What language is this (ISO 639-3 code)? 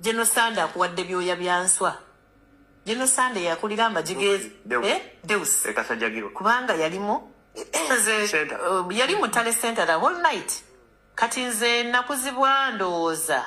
lug